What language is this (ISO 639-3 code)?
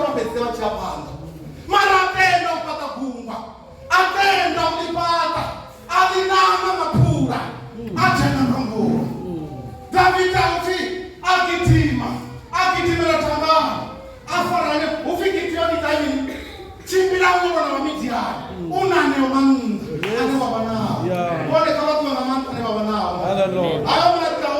ven